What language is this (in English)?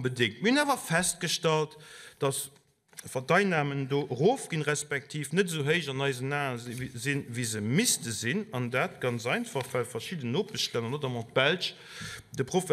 Luxembourgish